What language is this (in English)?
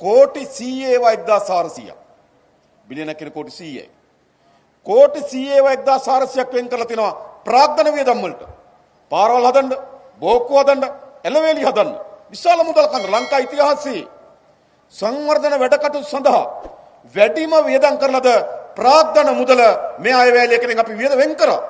Sinhala